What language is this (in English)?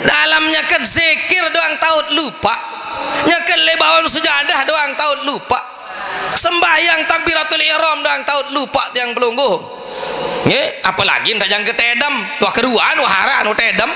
Sasak